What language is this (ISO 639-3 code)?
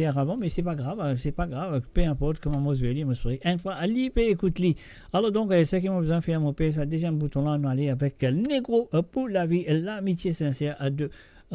mfe